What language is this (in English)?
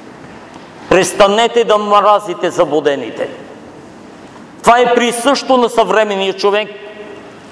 Bulgarian